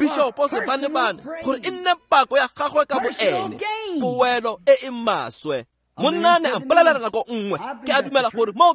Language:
Tswana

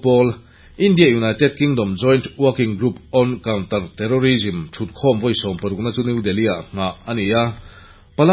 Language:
Mizo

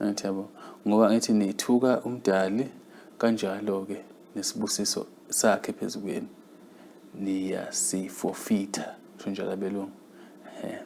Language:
Zulu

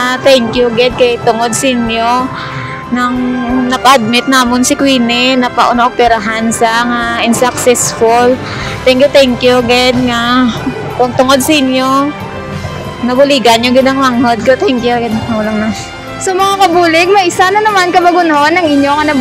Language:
Hiligaynon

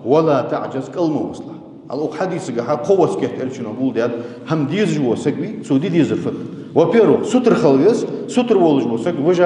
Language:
Ingush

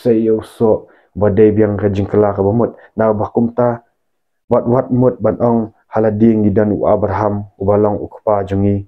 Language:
Khasi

